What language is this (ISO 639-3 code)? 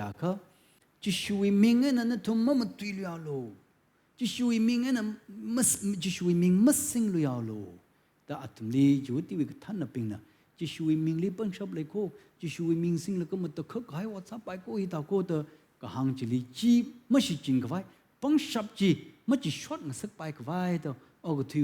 nmf